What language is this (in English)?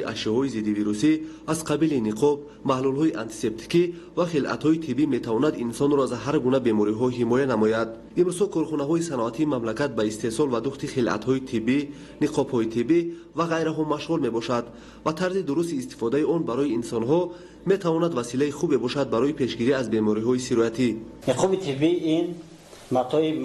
Tajik